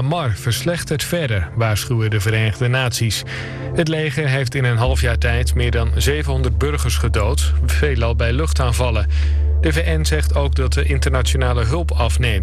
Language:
Dutch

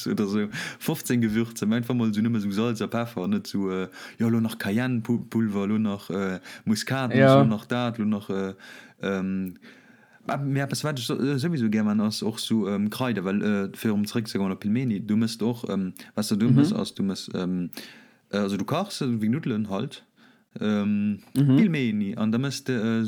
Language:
Luxembourgish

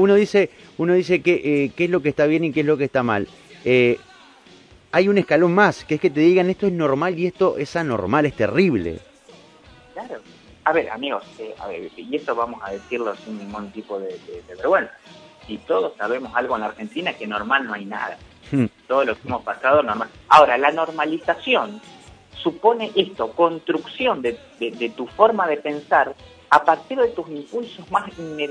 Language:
Spanish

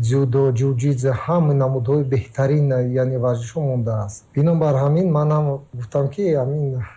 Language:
Tajik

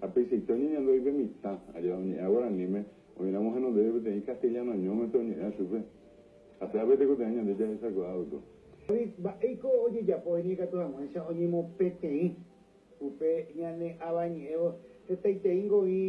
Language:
Guarani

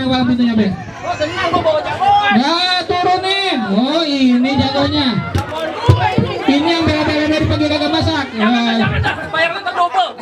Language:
Betawi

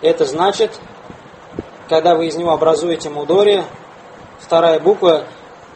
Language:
Russian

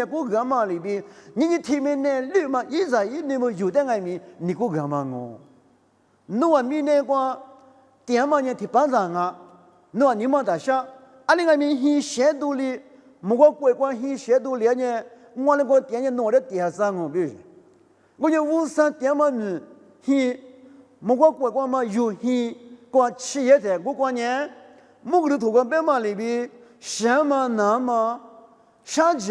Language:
Lisu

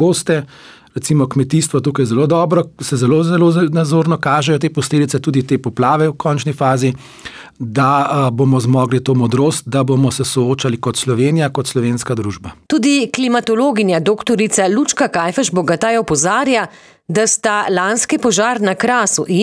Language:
Slovenian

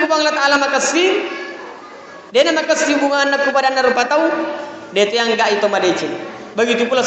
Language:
Buginese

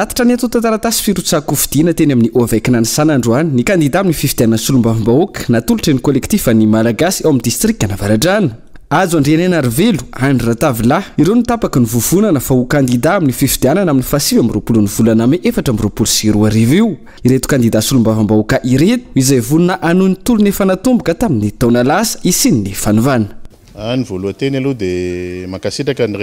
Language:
Malagasy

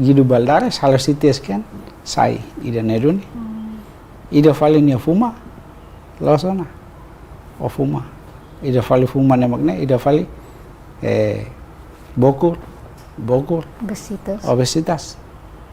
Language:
Tetum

